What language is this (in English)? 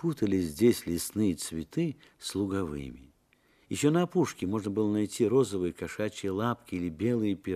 Russian